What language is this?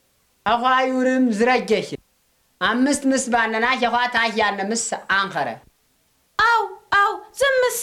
Tigrinya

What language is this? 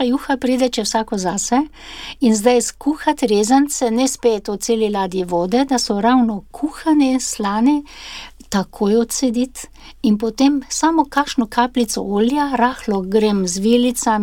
Slovenian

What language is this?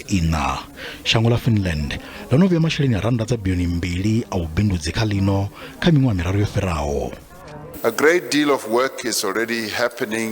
Venda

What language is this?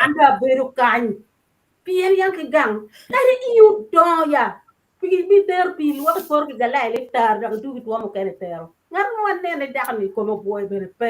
Acoli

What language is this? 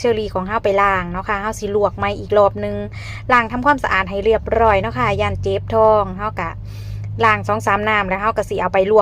Northeastern Thai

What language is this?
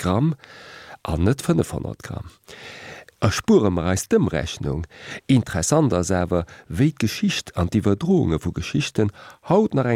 Luxembourgish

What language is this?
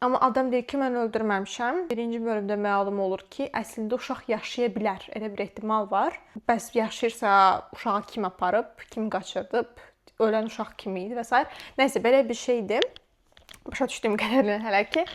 Azerbaijani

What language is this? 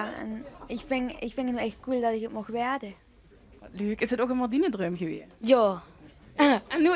Limburgish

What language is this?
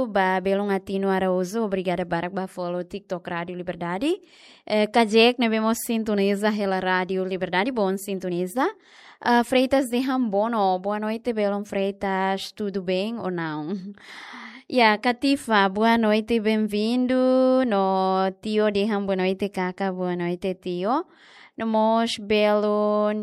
Tetum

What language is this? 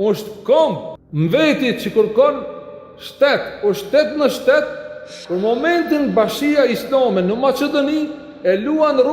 Albanian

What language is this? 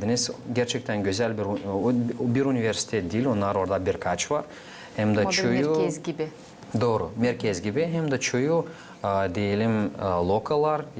Gagauz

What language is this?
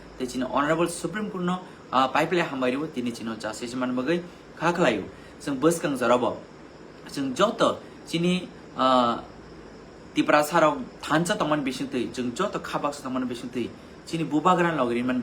Kok Borok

